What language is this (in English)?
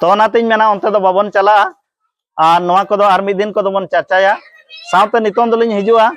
Santali